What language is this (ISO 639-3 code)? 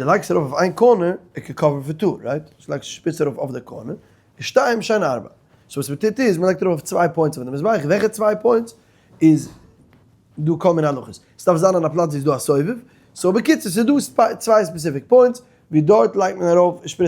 yid